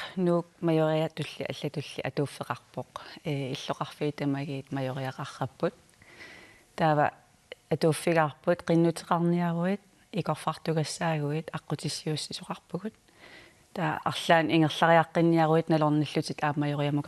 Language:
Kalaallisut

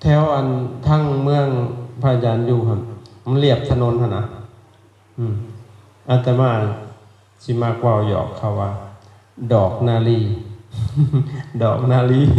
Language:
Lao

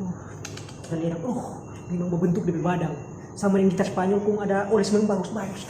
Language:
Manado Malay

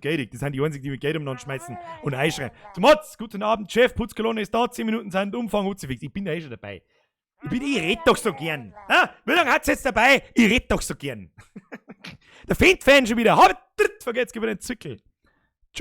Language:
Bavarian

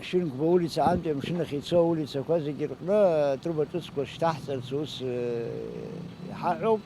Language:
Abkhazian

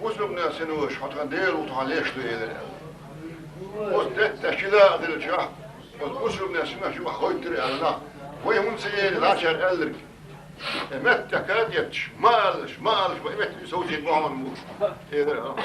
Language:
Chechen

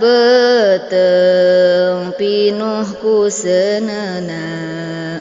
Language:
Sundanese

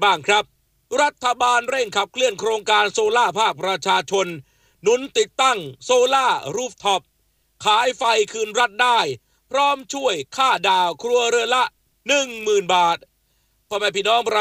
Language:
Thai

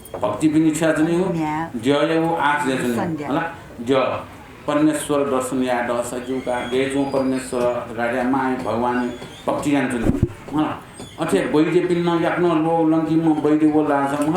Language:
Newari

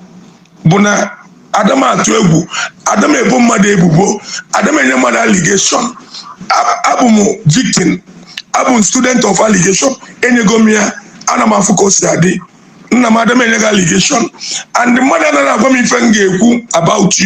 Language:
Igbo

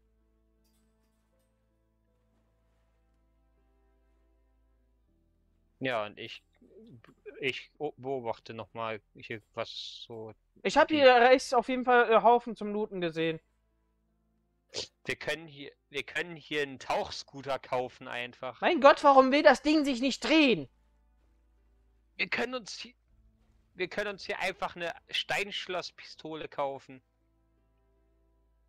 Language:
German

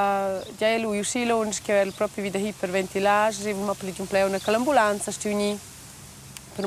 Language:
Romansh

